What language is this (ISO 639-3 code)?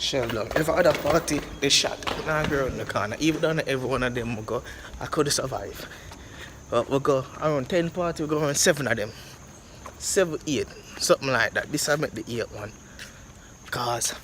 jam